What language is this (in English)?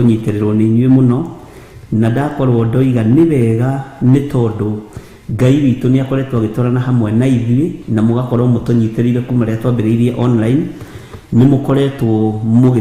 Kikuyu